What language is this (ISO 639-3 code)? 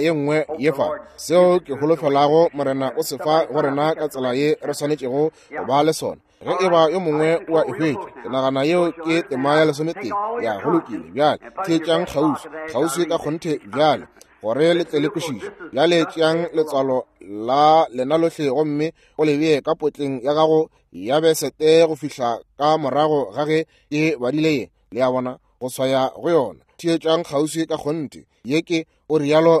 nso